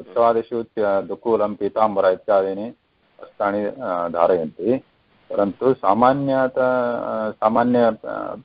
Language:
Sanskrit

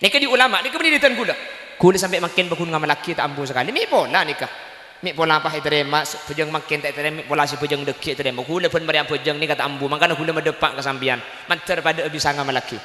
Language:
Madurese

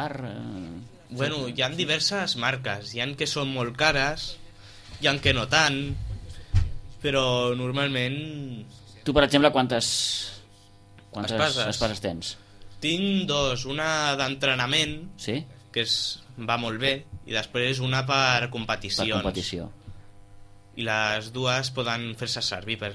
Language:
Catalan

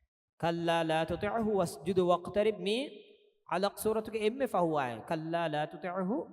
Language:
Divehi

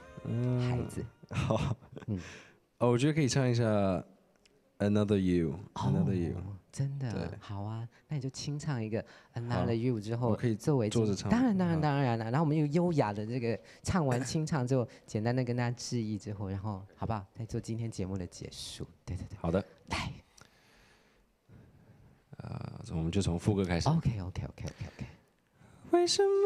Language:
Chinese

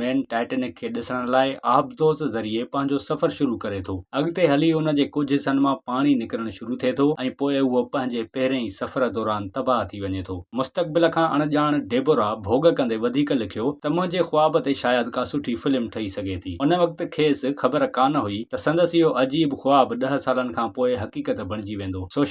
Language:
Sindhi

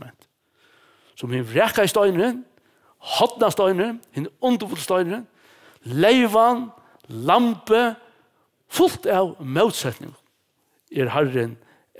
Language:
Faroese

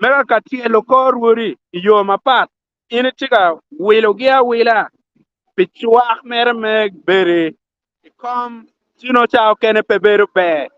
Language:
Acoli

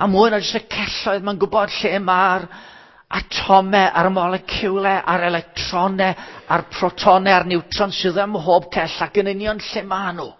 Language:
Welsh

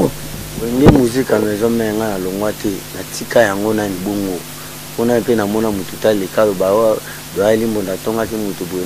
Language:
Lingala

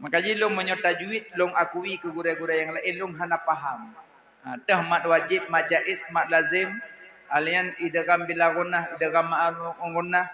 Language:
Achinese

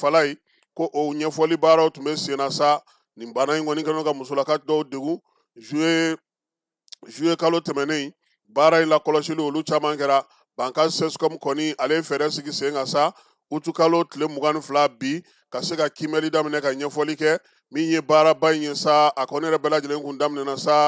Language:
Bambara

